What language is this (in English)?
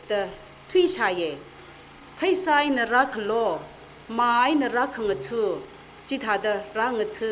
Tangkhul Naga (India)